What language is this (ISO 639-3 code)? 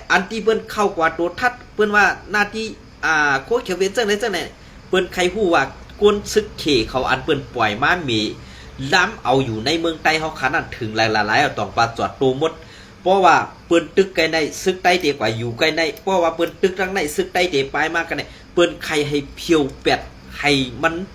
shn